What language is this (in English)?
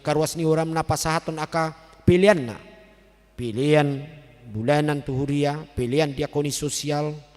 Batak Toba